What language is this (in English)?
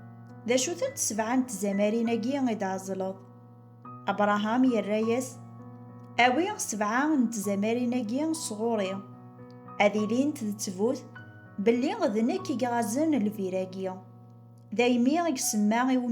Kabyle